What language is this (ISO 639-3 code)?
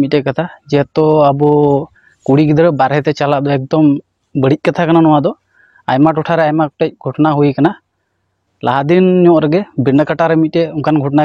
sat